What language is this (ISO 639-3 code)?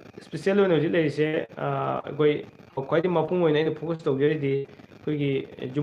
mni